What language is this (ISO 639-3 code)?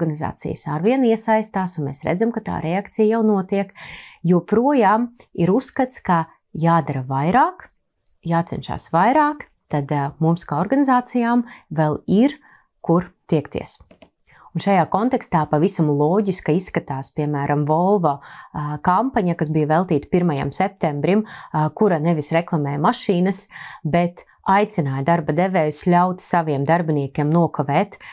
lav